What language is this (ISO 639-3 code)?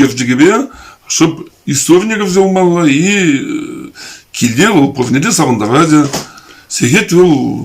chv